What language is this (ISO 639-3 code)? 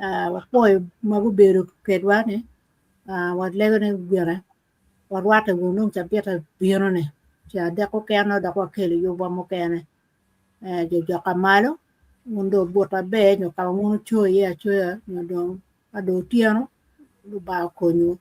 ach